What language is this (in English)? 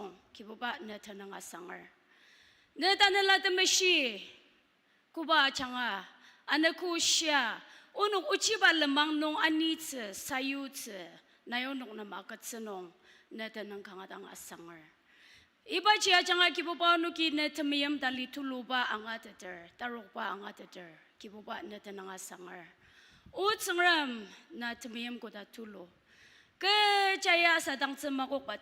Ao Naga